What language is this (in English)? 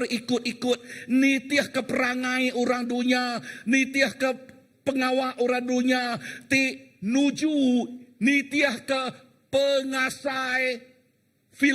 Iban